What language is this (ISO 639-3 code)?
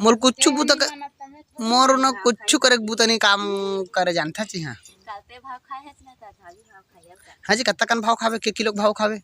hne